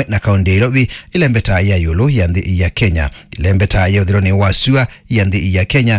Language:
Kamba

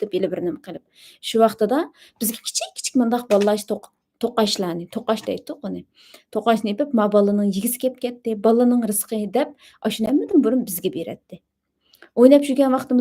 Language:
Uyghur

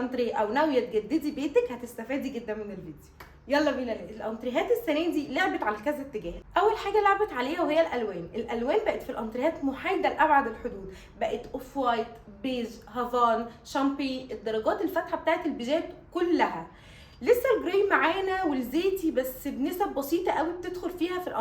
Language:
Egyptian Arabic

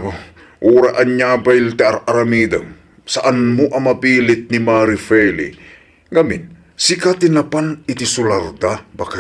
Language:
Iloko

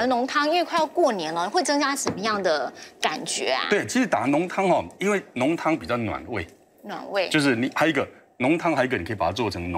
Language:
Chinese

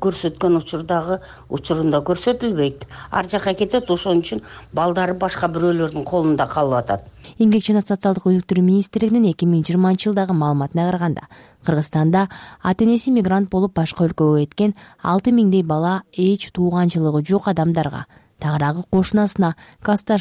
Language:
Kyrgyz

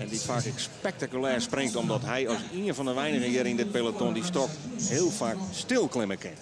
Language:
Western Frisian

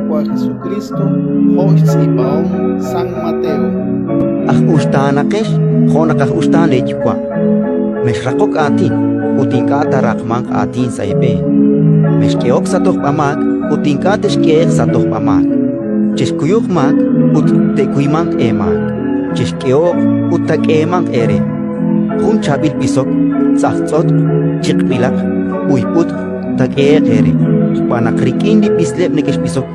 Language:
Kekchí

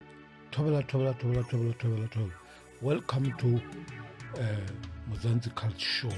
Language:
Southern Sotho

